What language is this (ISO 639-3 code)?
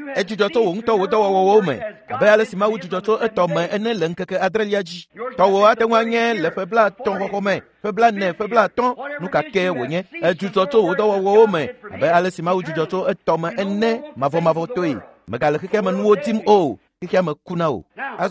ewe